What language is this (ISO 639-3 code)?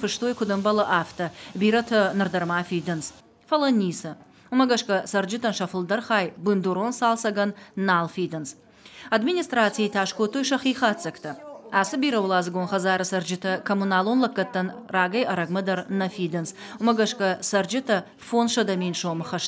oss